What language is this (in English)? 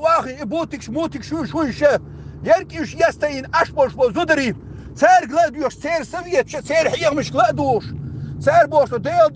Chechen